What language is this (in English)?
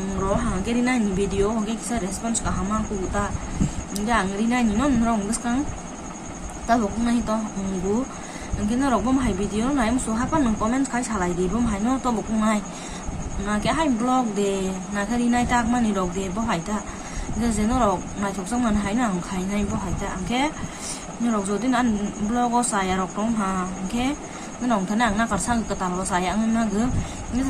Kok Borok